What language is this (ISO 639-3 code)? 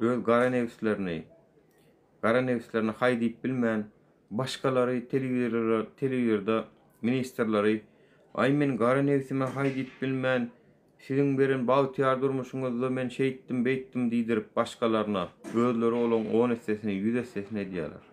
tuk